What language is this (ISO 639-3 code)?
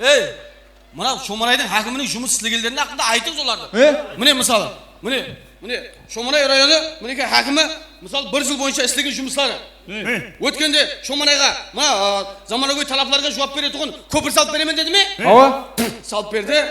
kaa